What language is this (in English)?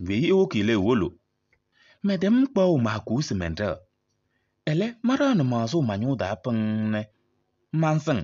Kabiyè